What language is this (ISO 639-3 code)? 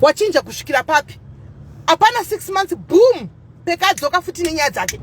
sna